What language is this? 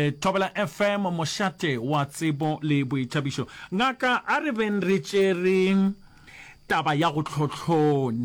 Northern Sotho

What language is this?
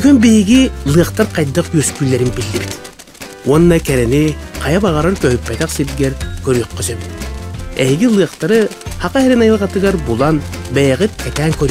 Yakut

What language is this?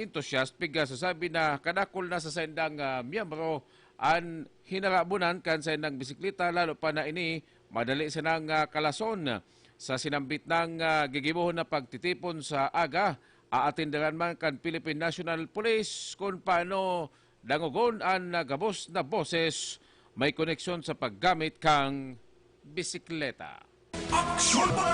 Bikol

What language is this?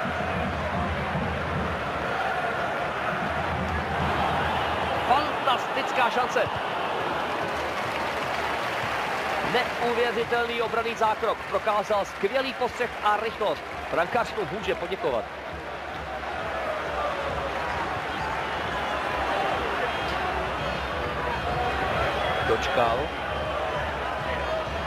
Czech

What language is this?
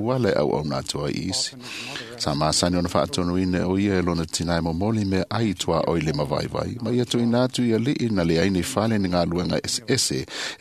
Samoan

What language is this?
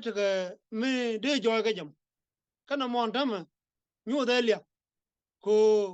Nuer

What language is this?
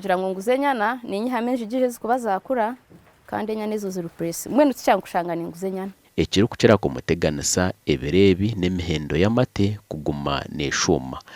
Nyankole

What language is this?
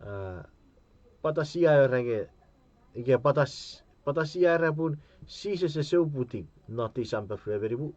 Chuukese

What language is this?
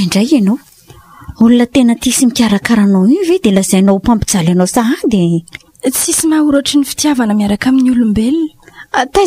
Malagasy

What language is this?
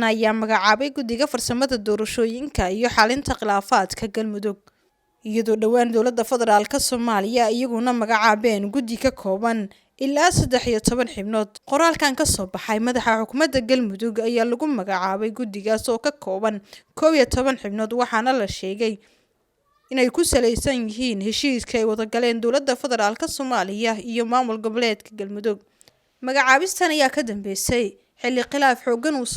Somali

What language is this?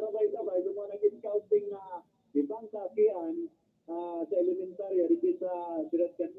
Bikol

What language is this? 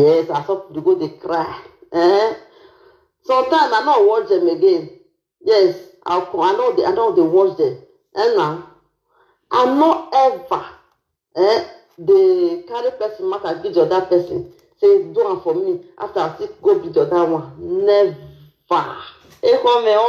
Nigerian Pidgin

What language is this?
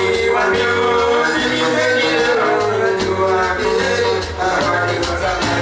Gusii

